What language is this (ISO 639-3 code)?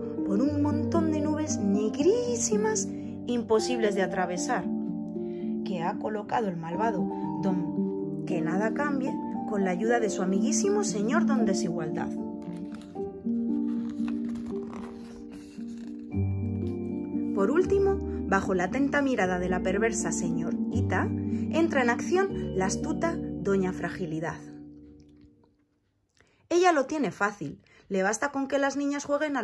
spa